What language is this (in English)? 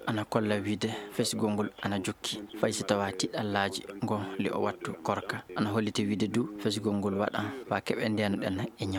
Fula